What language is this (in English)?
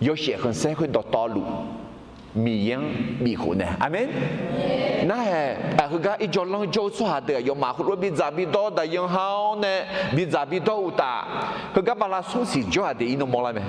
Akha